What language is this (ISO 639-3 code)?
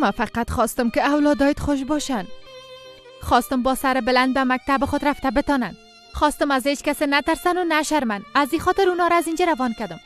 fas